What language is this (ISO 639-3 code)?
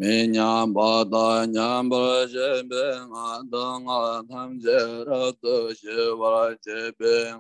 bod